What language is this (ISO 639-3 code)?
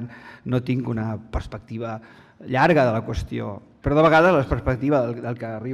cat